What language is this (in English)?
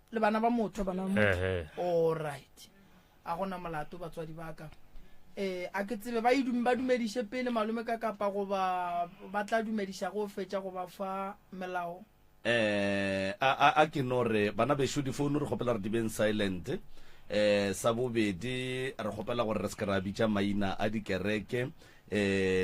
Northern Sotho